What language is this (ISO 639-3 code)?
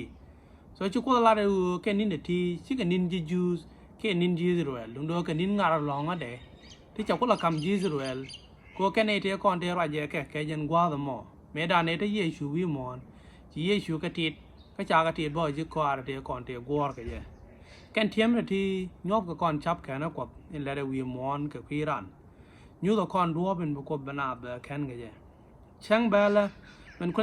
nus